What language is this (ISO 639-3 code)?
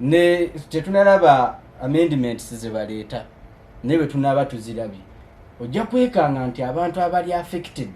lug